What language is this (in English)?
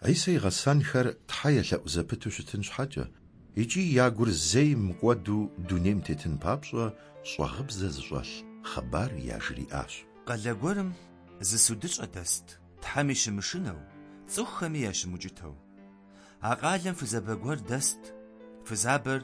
Kabardian